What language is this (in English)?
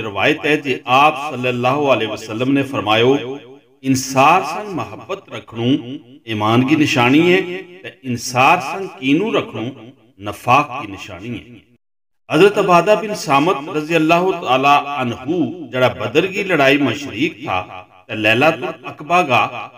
Gujari